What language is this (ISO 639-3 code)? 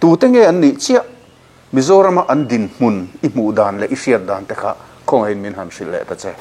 lus